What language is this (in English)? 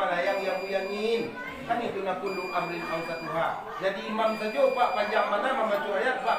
Minangkabau